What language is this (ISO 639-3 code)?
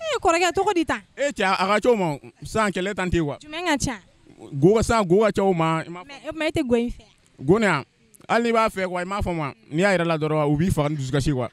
bam